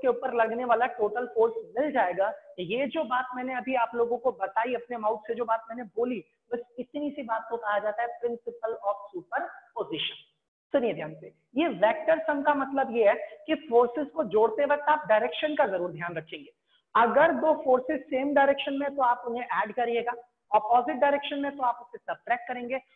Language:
Hindi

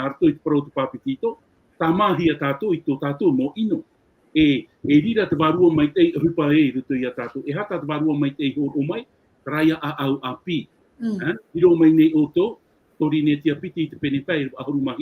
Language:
Tahitian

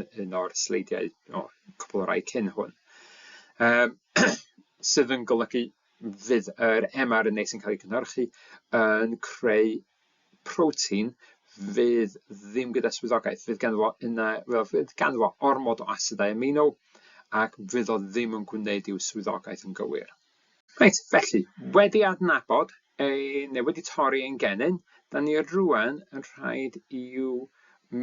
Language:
Welsh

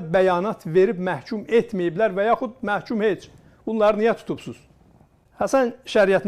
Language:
South Azerbaijani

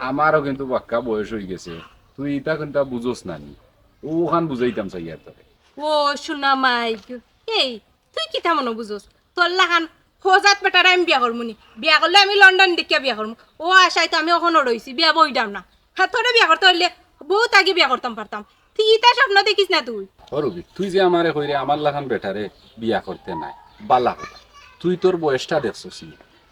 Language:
Sylheti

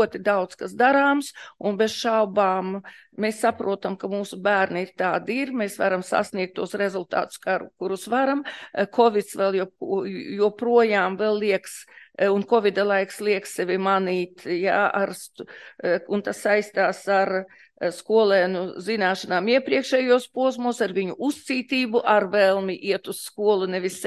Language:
Latvian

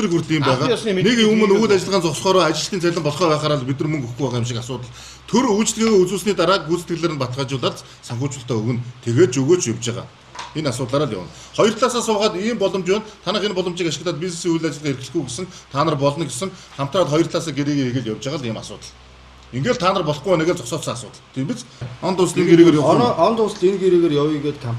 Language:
Mongolian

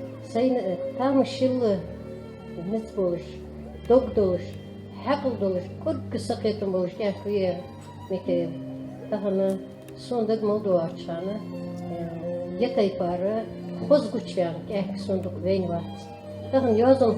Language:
Ingush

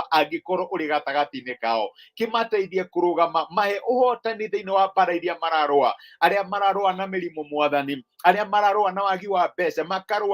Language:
Kikuyu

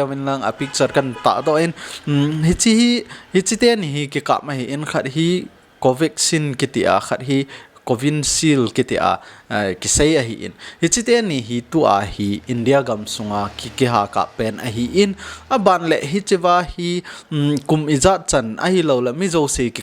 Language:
Thado Chin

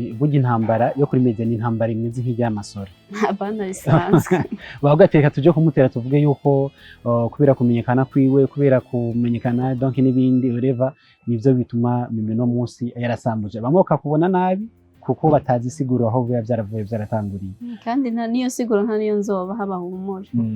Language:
Rundi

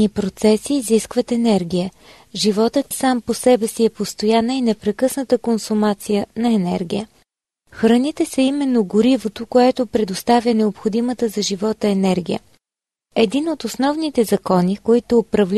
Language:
Bulgarian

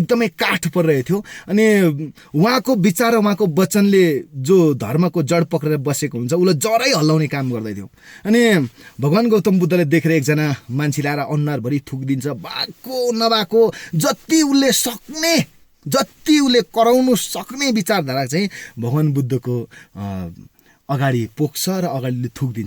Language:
Nepali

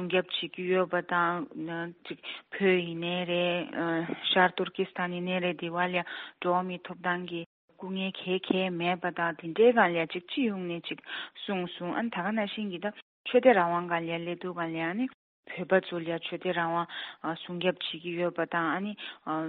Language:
Tibetan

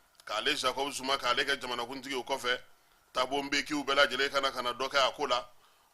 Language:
Bambara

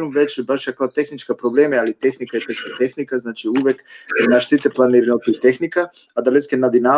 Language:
Balkan Romani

